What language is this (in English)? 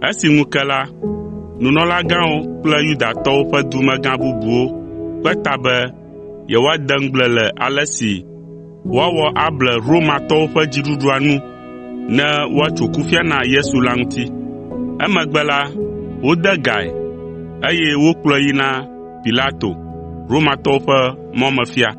Ewe